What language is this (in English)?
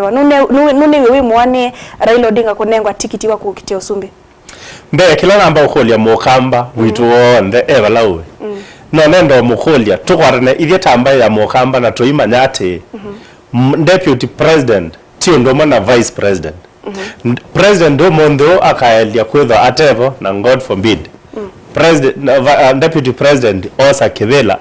Kamba